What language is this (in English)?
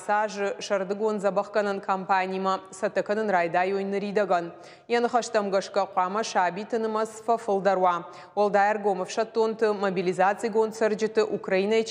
Ossetic